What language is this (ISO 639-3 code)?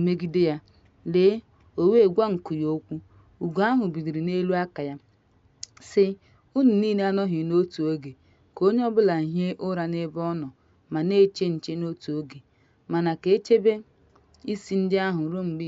ibo